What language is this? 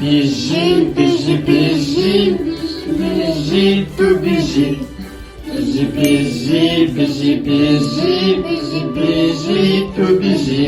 Kurdish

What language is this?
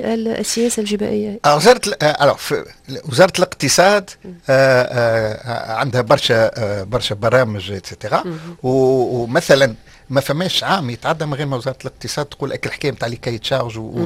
Tunisian Arabic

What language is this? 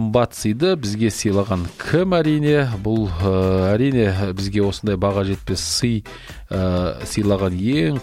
Kazakh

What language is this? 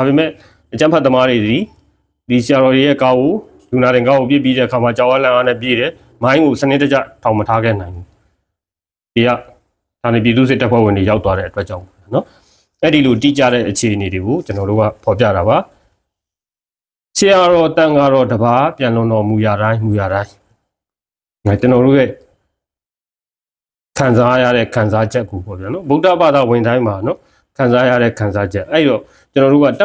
Burmese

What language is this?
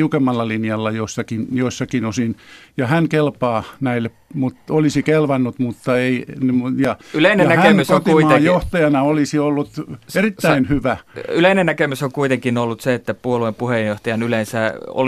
Finnish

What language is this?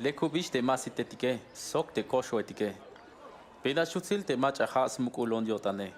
Tzeltal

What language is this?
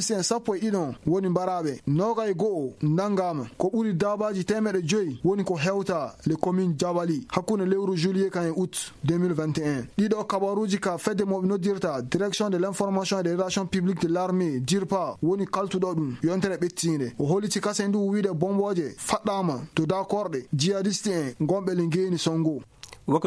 Fula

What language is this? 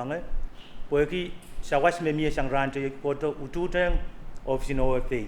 Pohnpeian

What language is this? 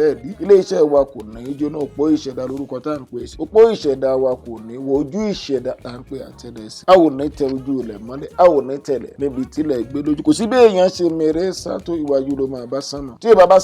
Yoruba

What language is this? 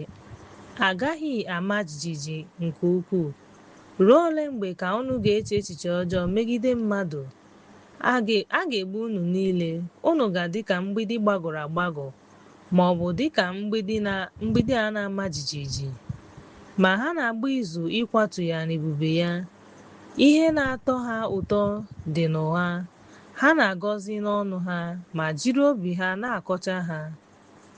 Igbo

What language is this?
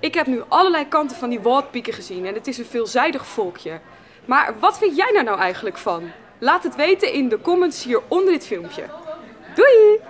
Western Frisian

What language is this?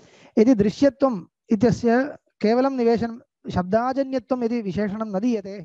Sanskrit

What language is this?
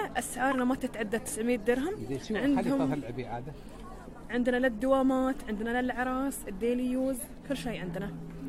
Gulf Arabic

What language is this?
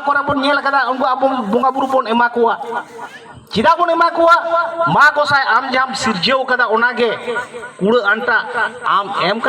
Santali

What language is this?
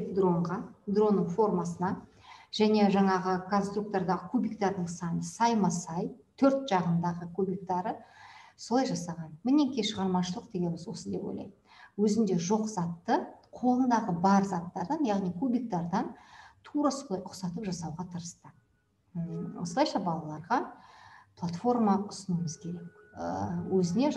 Kazakh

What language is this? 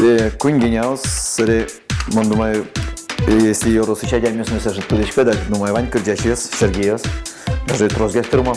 Udmurt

